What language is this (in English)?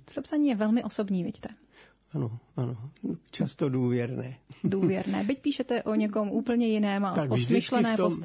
Czech